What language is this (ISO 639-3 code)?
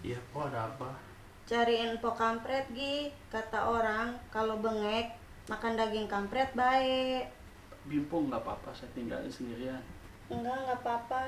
bew